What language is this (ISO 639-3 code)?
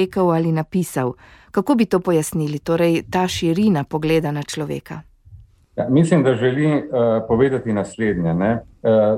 slv